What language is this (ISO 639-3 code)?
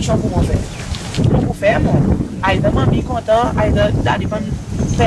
crs